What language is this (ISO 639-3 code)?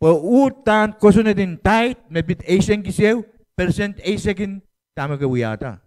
pon